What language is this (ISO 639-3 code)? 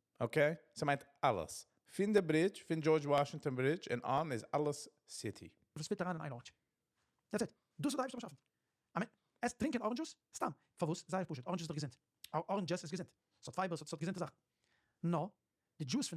yid